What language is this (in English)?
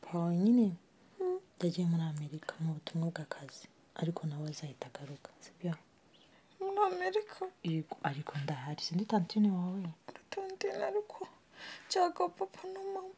Kinyarwanda